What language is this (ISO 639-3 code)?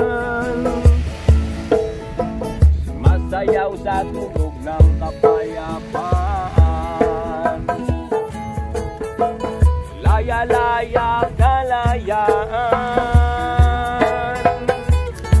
fil